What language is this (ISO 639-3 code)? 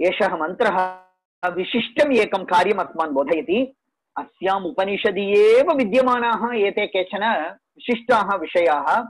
san